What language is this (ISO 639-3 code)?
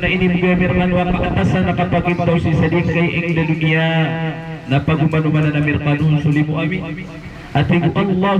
mrw